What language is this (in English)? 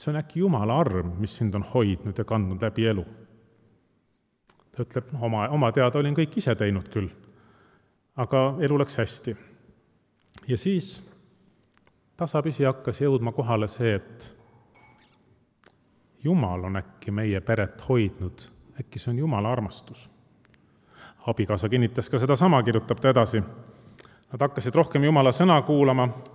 Estonian